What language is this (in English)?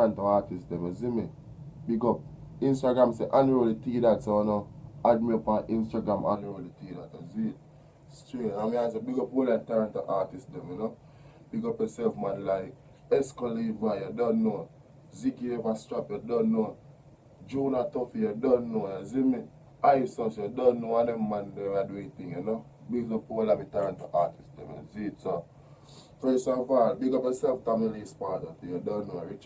Jamaican Creole English